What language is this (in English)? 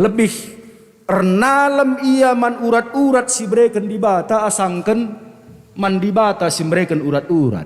Batak Karo